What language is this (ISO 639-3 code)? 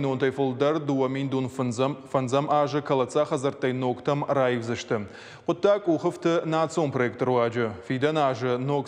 oss